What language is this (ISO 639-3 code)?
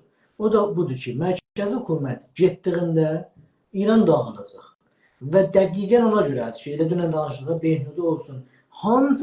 azb